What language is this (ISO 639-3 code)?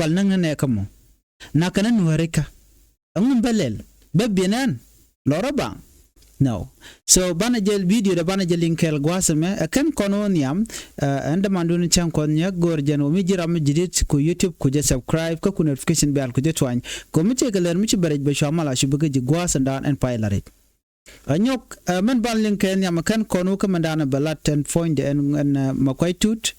nus